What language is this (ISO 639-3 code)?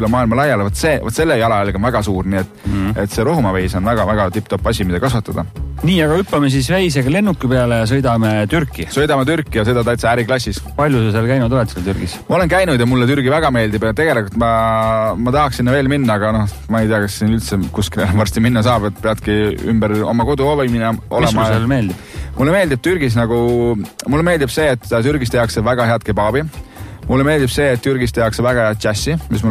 est